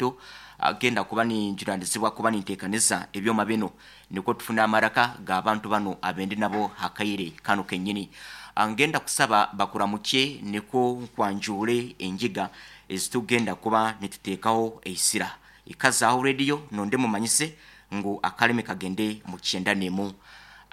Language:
Nyoro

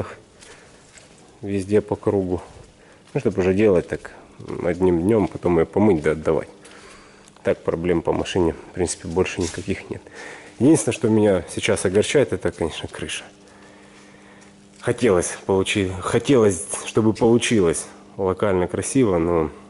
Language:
Russian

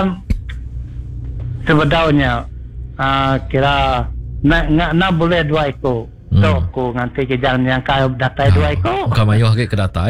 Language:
Iban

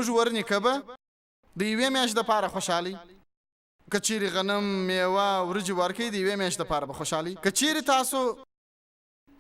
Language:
Pashto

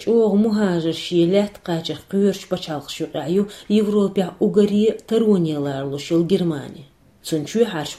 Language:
Chechen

